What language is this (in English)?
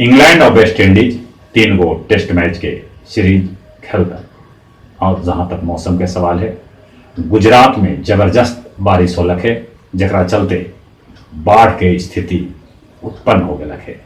Magahi